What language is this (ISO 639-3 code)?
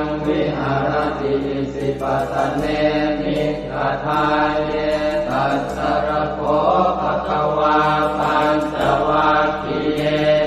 pli